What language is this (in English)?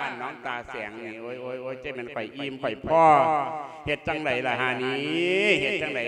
Lao